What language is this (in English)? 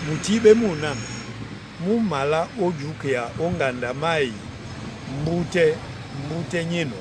Duala